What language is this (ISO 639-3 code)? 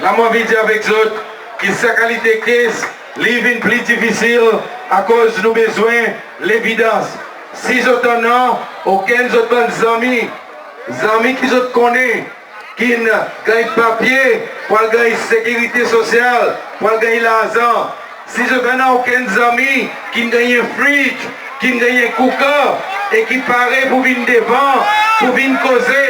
crs